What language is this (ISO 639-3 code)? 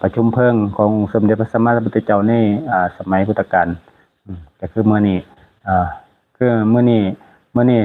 lao